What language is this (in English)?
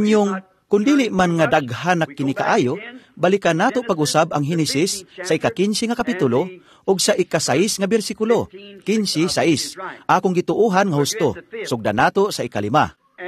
Cebuano